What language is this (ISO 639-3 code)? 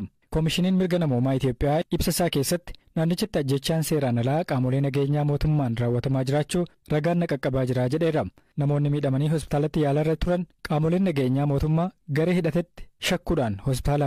orm